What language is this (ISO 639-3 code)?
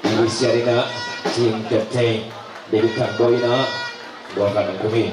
ctd